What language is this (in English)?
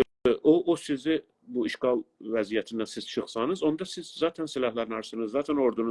South Azerbaijani